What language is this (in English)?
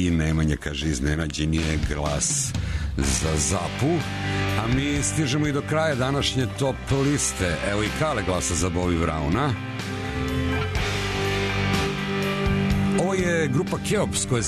Serbian